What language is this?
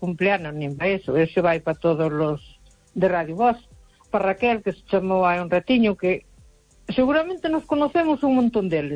Galician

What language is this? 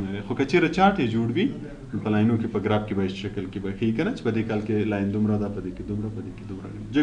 Pashto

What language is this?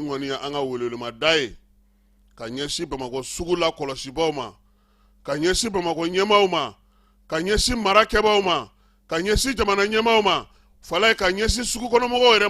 Bambara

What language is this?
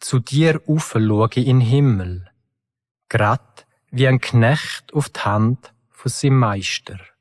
Swiss German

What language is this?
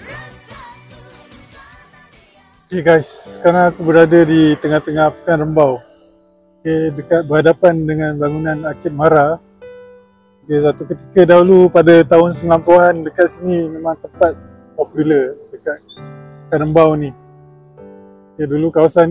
Malay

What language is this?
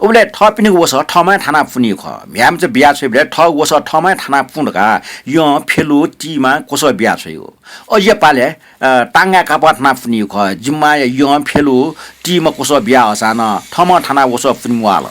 Newari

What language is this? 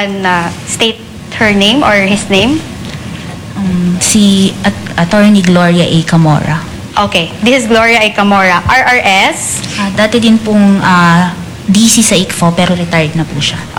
Filipino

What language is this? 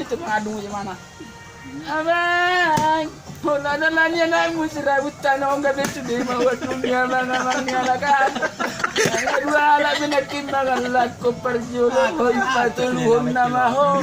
Batak Toba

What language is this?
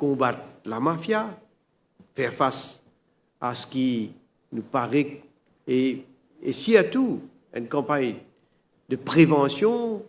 Morisyen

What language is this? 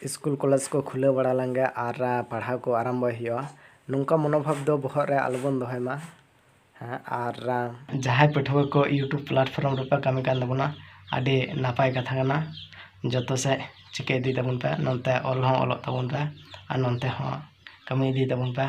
Santali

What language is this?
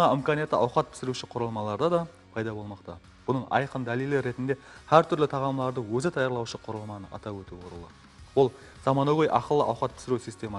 Kara-Kalpak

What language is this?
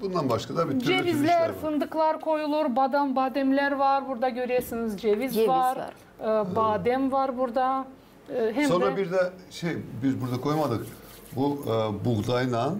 Gagauz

